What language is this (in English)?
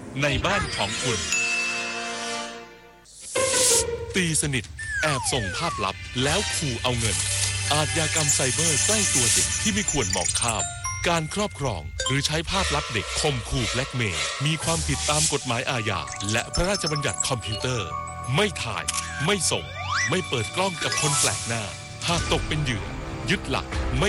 Thai